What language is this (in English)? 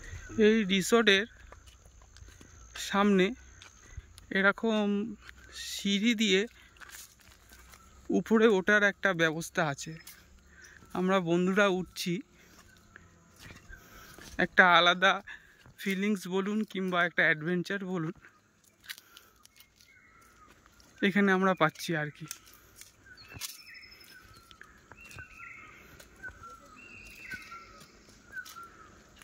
Bangla